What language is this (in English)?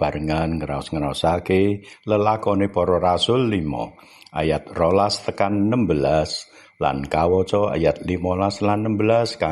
Javanese